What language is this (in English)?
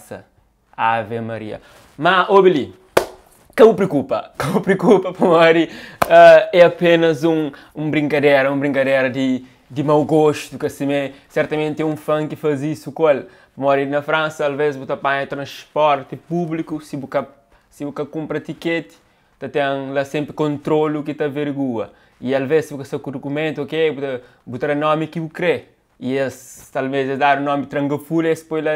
Kabuverdianu